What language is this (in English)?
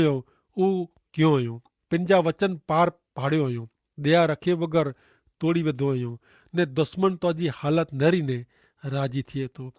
Kachhi